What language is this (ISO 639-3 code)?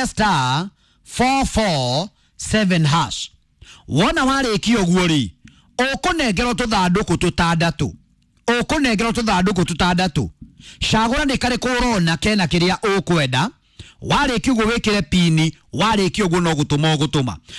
kik